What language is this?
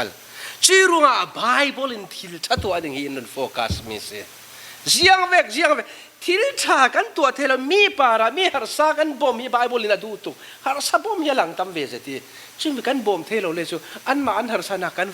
Falam Chin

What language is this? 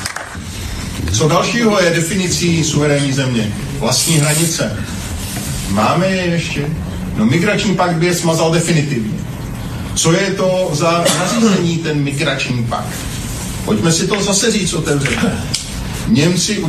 Czech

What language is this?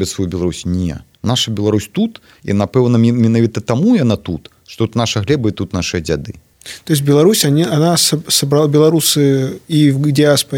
Belarusian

